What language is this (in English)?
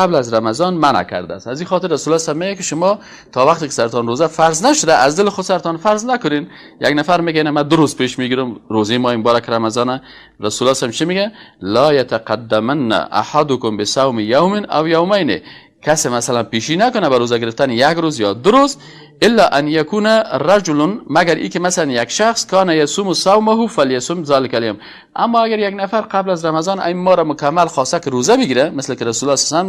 Persian